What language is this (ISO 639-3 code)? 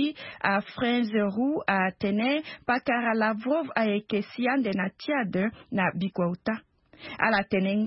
sag